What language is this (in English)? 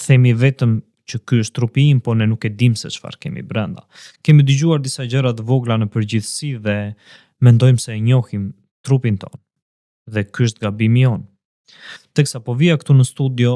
Albanian